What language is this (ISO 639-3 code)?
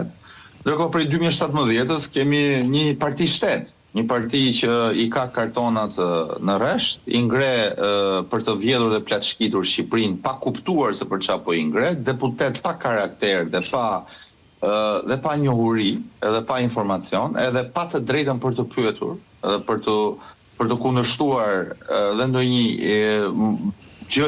sqi